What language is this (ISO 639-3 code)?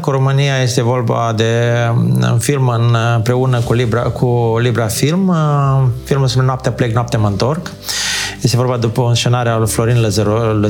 ron